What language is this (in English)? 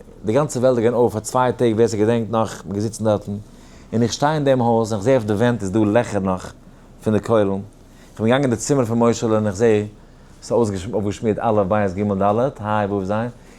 Yiddish